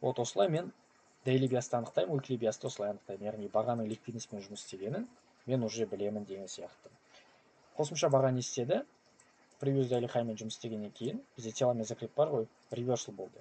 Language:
Kazakh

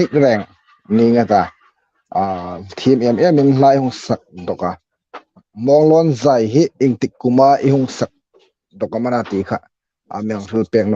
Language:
Hmar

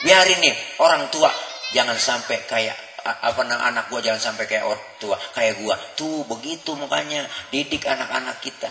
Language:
Betawi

